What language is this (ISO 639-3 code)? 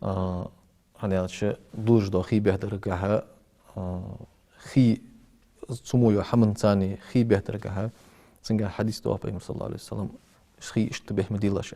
inh